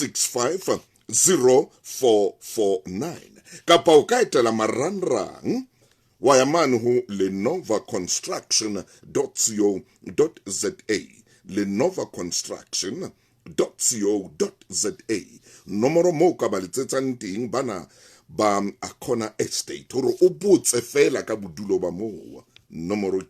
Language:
Southern Sotho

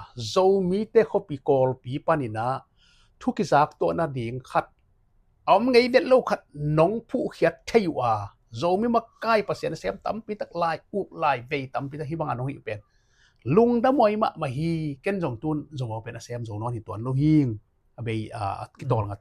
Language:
Tedim Chin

